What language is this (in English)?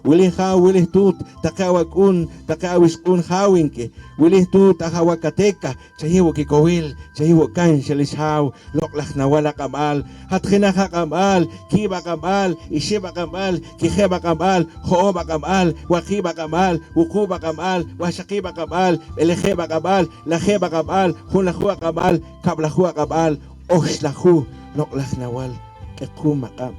Poqomchi'